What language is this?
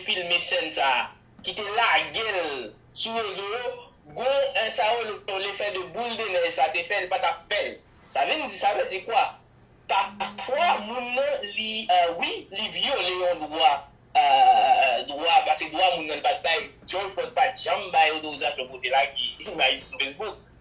Haitian Creole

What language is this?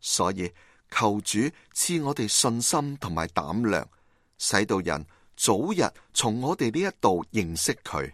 Cantonese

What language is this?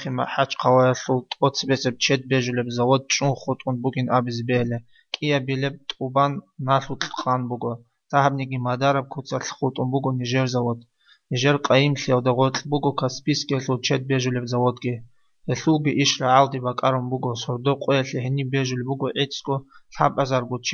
Avaric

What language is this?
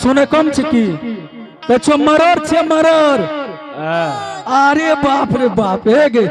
Angika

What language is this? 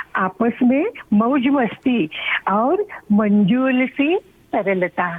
Hindi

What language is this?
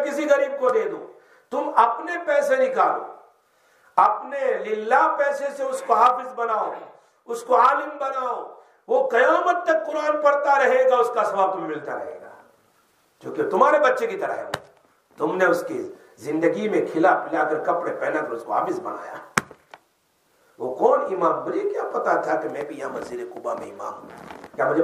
Urdu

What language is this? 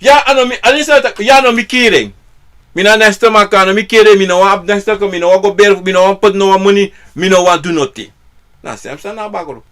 Sranan Tongo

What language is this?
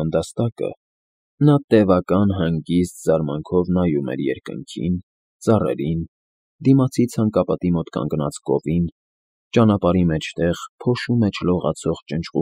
Armenian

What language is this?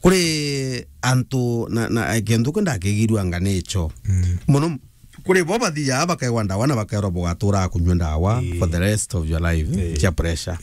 Meru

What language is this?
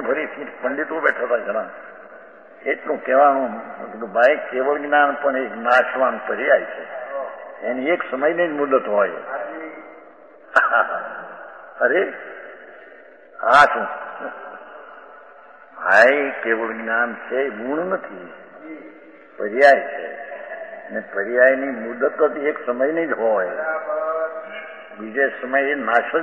Gujarati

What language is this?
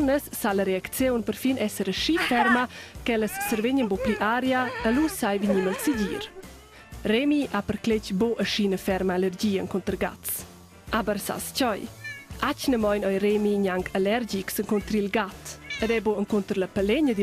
Romansh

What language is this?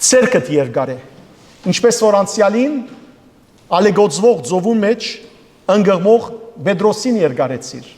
Western Armenian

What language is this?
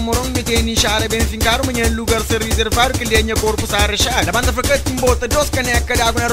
Kabuverdianu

